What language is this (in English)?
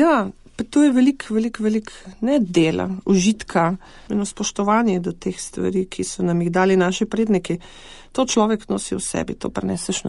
Slovenian